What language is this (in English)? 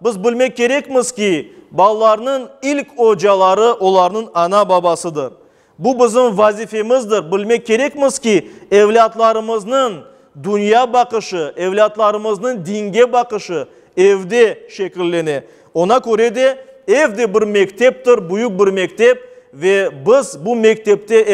Crimean Tatar